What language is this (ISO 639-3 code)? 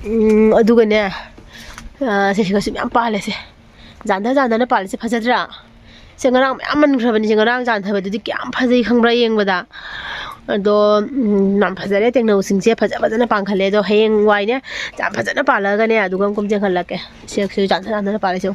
mni